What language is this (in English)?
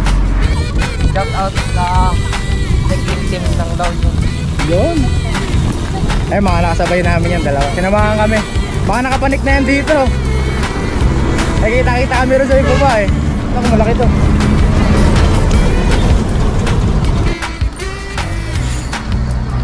Filipino